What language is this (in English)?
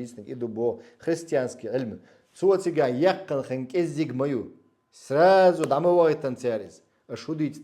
Chechen